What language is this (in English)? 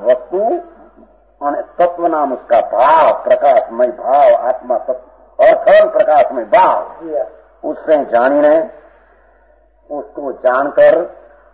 Hindi